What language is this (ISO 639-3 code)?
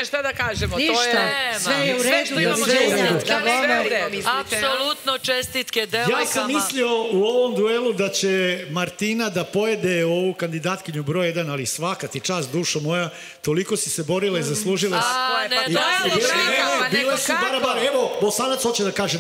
srp